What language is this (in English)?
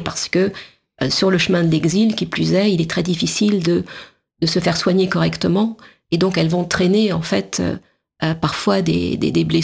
French